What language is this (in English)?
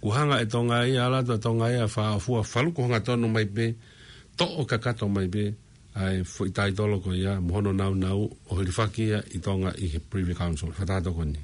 Tongan